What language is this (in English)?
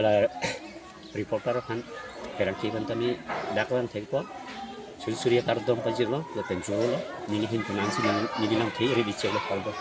Karbi